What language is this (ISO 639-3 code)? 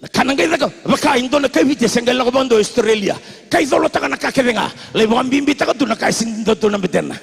fij